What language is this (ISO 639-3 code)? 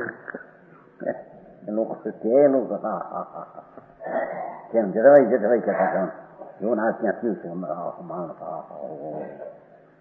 guj